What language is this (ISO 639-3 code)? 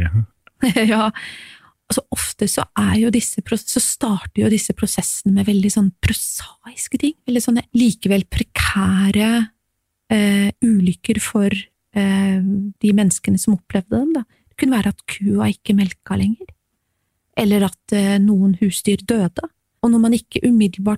nor